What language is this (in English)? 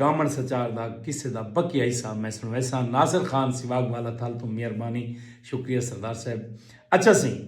Saraiki